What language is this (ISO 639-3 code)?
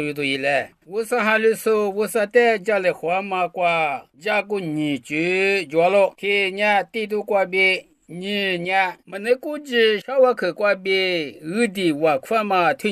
lis